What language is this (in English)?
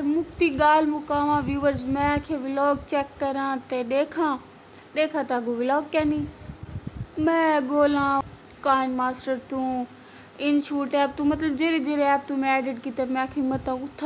Saraiki